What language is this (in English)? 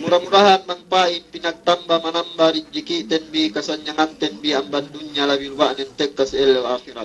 Yakan